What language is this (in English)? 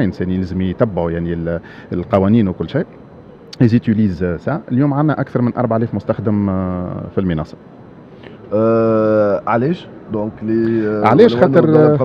Tunisian Arabic